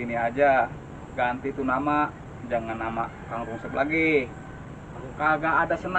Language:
Betawi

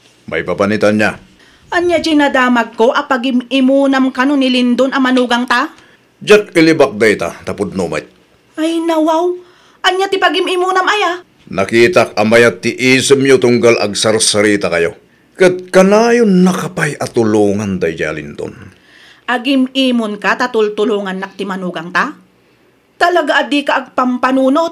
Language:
Iloko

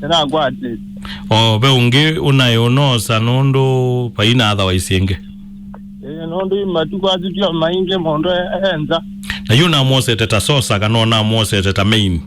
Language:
Kamba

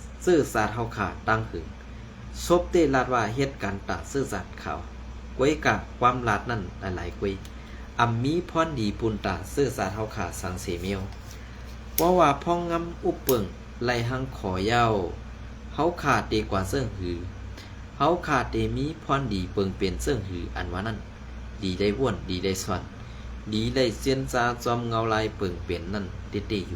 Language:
Shan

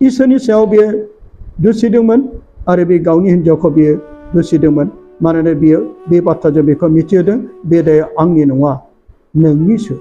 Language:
Bodo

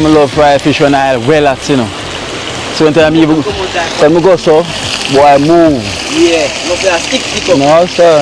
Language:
Jamaican Creole English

